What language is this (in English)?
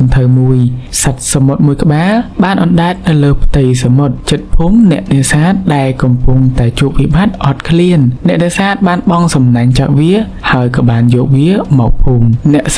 Khmer